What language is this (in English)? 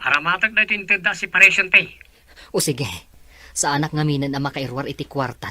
Iloko